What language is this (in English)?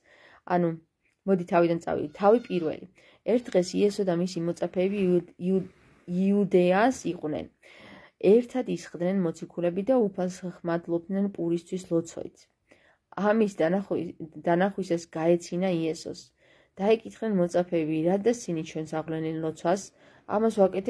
Georgian